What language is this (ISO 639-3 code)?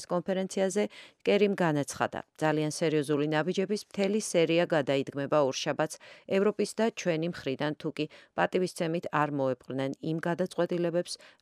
kat